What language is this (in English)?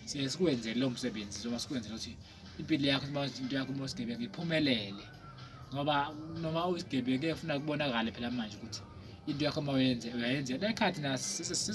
Zulu